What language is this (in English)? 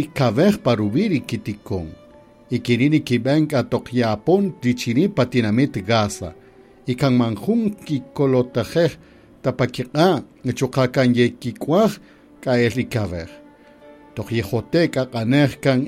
Kaqchikel